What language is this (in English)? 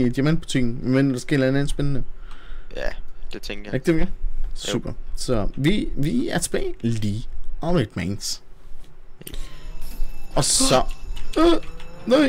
Danish